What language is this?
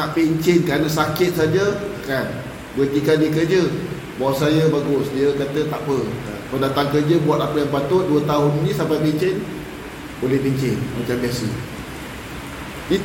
Malay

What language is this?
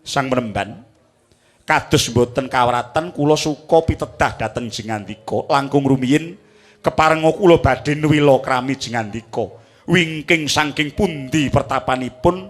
Javanese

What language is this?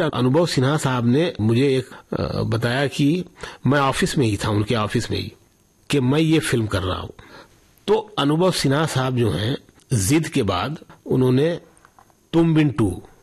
Hindi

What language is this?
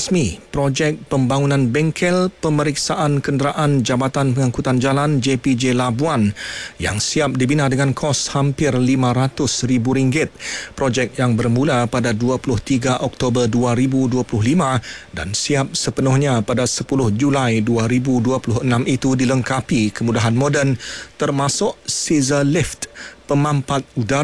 Malay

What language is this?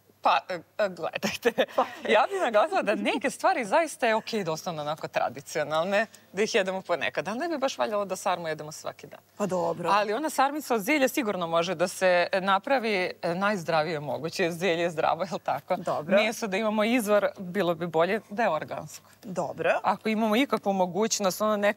Serbian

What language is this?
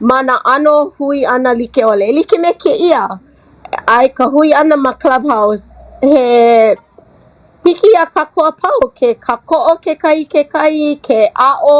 Hawaiian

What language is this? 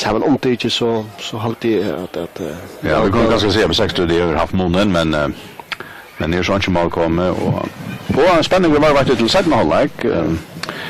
Faroese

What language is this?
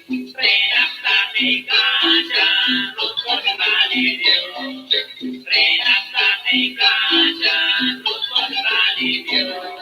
Kekchí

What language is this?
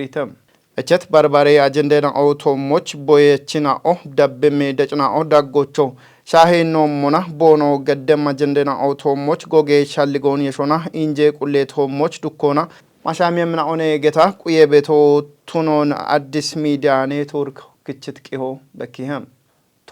Kafa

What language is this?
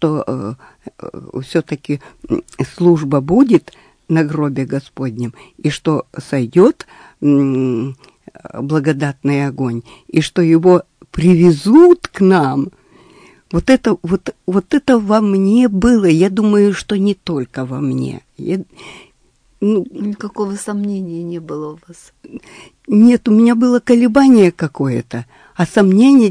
Russian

